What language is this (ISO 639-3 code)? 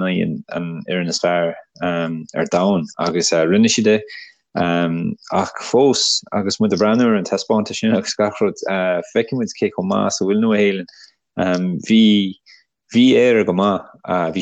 gle